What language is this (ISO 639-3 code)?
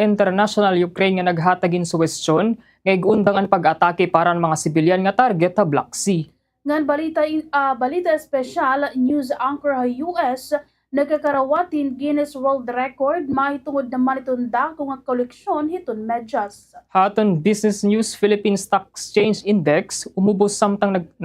war